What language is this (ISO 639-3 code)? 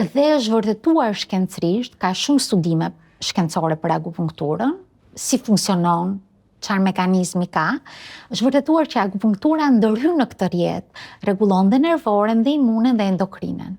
sqi